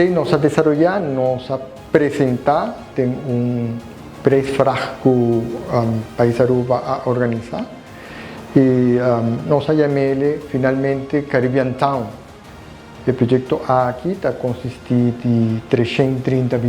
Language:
Papiamento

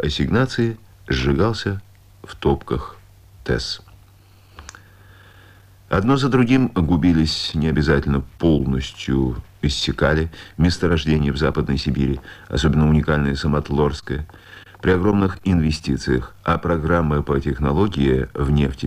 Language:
Russian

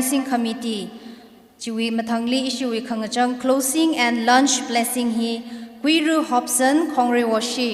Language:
Tangkhul Naga (India)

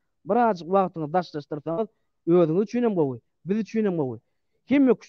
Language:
Turkmen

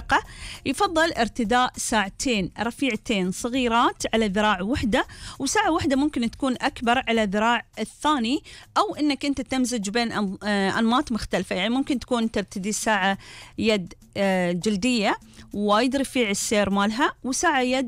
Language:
Gulf Arabic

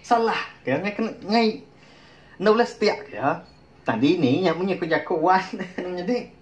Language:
Iban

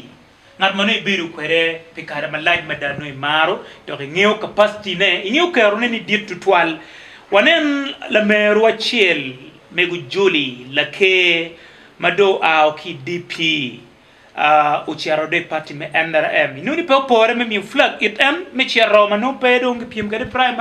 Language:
Acoli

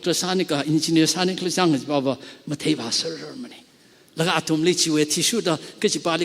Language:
Tangkhul Naga (India)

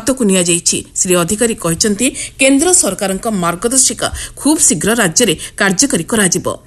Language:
Odia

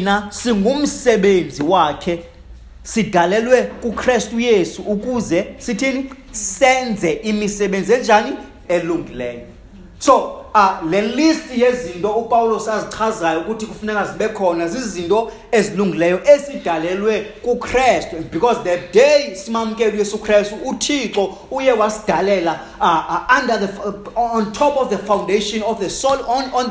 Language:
Xhosa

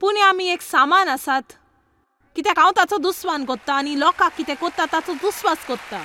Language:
Konkani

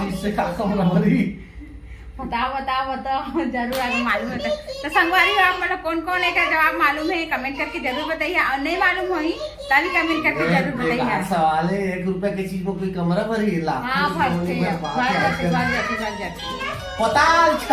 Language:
Chhattisgarhi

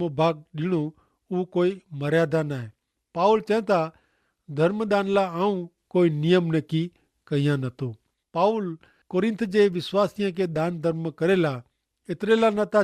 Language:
Kachhi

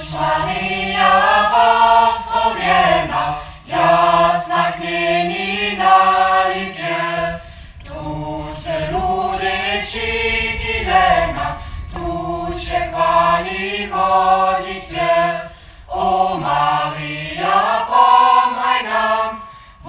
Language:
Upper Sorbian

